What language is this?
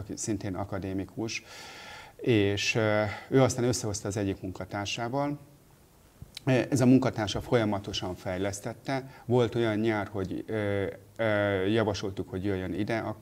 Hungarian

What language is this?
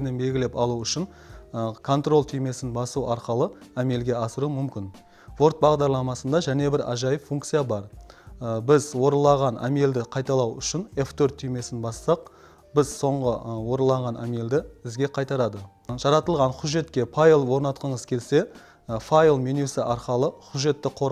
Kara-Kalpak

